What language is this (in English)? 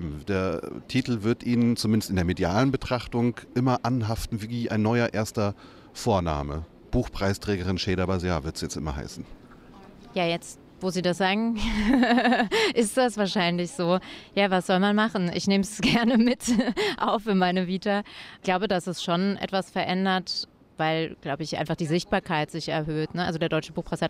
German